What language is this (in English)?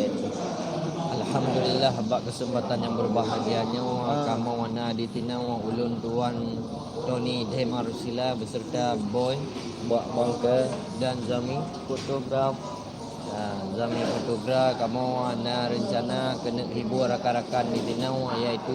Achinese